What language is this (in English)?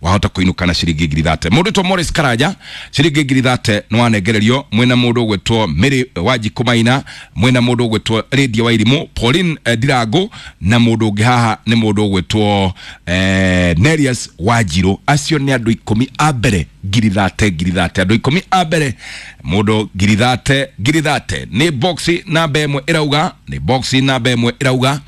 Kikuyu